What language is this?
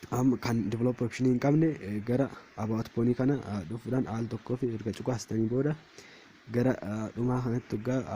Oromo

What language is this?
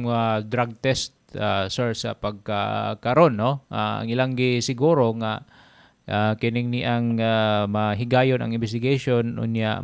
Cebuano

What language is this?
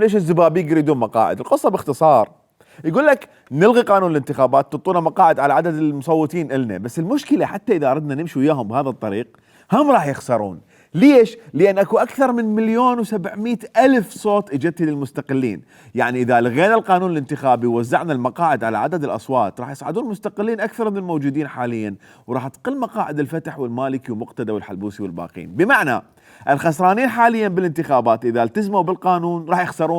Mesopotamian Arabic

